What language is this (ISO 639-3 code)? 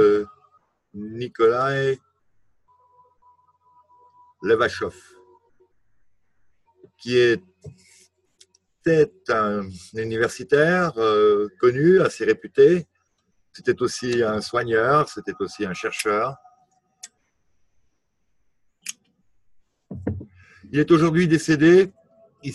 fra